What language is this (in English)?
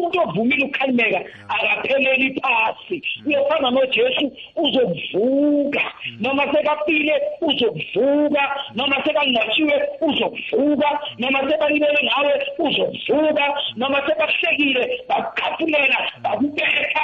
South Ndebele